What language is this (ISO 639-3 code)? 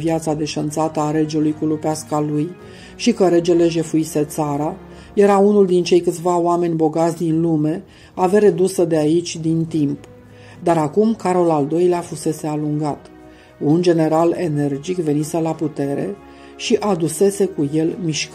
ron